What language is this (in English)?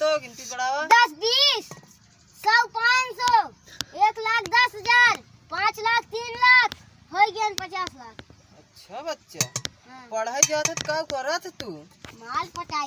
Awadhi